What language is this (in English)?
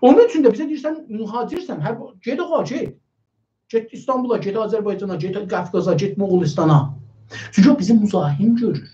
South Azerbaijani